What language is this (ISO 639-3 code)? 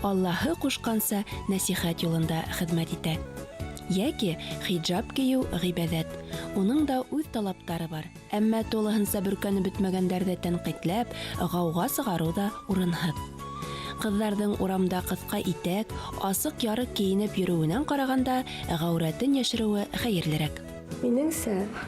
bak